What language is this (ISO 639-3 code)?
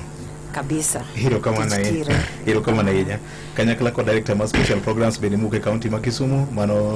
luo